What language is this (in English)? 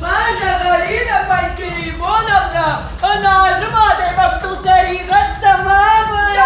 Ossetic